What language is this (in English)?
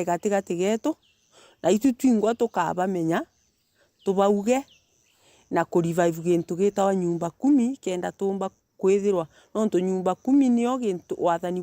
Meru